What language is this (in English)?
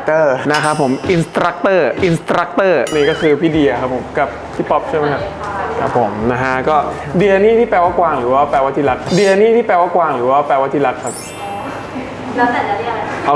Thai